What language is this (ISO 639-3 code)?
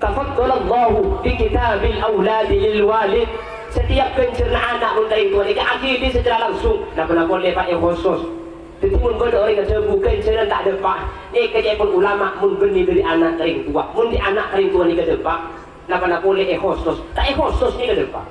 mad